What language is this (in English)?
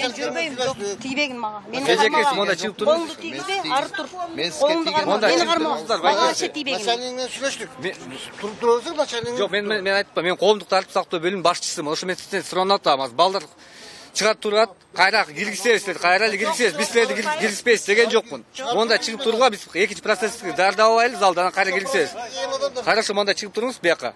Kyrgyz